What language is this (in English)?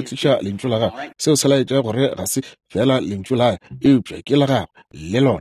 Northern Sotho